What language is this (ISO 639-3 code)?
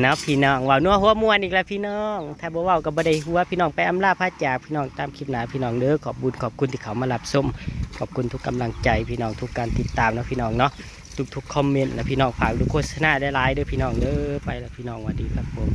tts